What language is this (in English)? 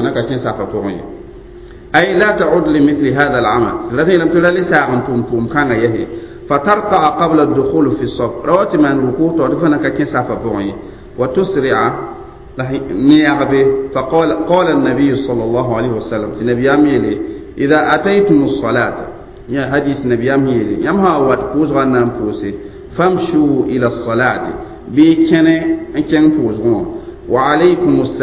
Mossi